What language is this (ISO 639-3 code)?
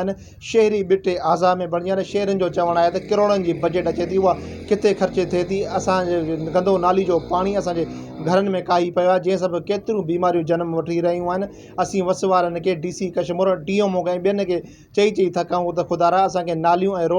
snd